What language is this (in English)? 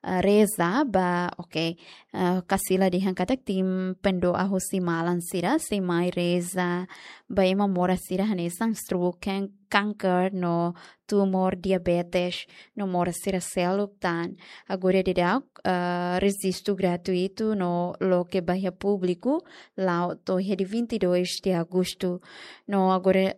Tetum